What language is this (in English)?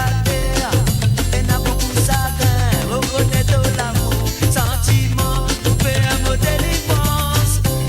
Morisyen